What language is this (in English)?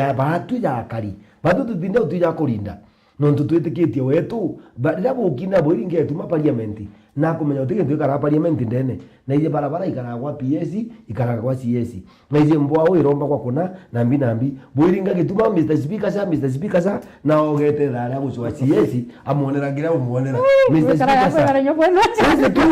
Meru